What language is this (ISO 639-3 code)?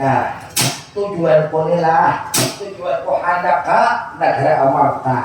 bjn